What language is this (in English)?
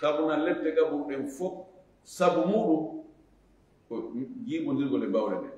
Fula